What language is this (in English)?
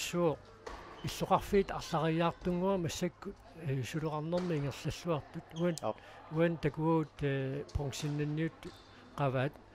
Kalaallisut